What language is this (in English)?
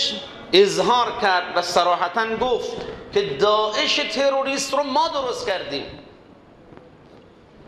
Persian